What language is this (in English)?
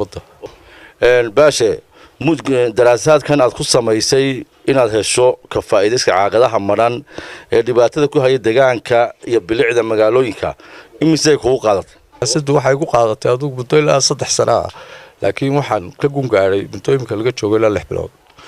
Somali